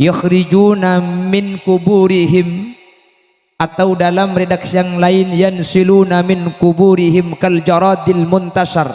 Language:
Madurese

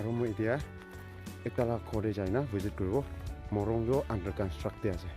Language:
Naga Pidgin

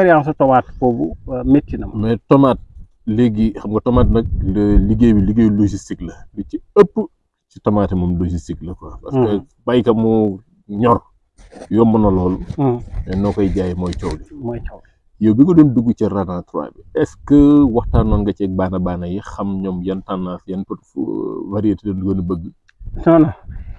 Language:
Wolof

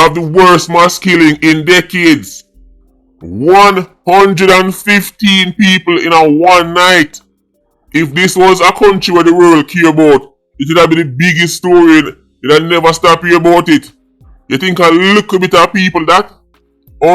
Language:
Jamaican Creole English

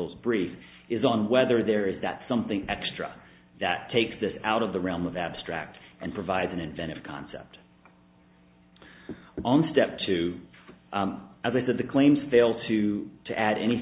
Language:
English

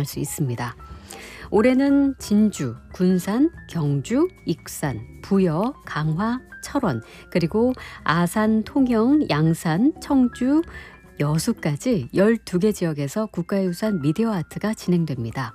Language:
Korean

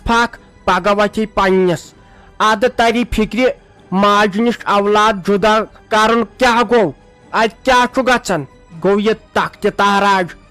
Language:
Kashmiri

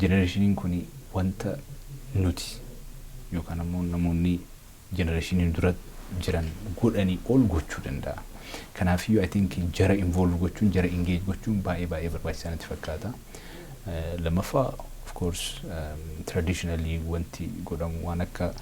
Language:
Oromo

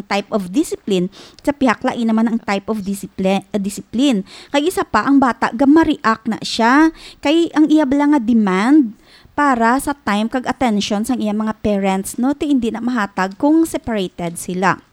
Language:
Hiligaynon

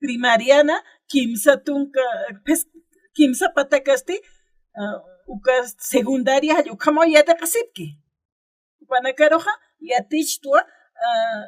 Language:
Aymara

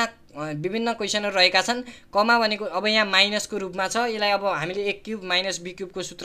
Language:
Nepali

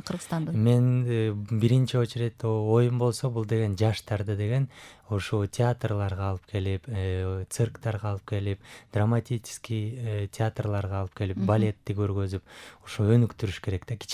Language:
Kyrgyz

